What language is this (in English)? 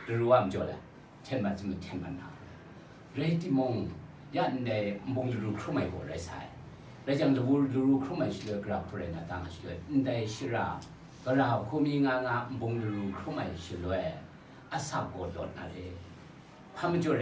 Kachin